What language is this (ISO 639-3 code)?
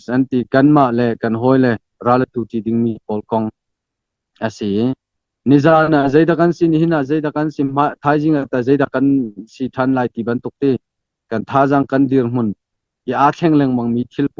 cnh